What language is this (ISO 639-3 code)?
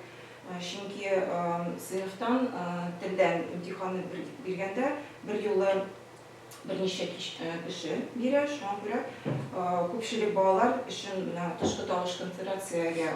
tat